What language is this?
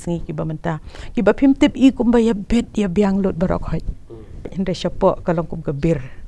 Khasi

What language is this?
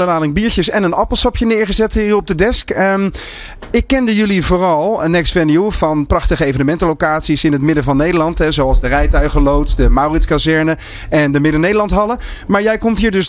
Dutch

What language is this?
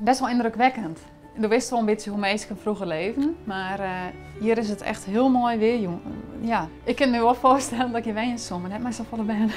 Western Frisian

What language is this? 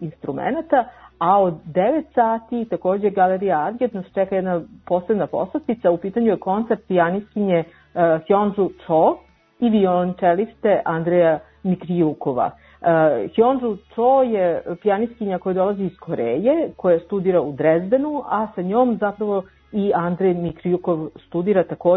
Serbian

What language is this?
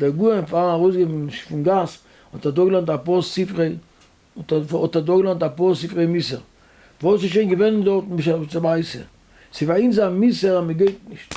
Yiddish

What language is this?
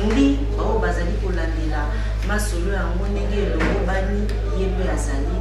Lingala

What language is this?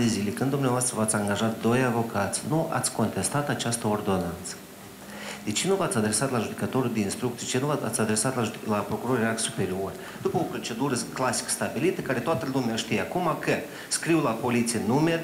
Romanian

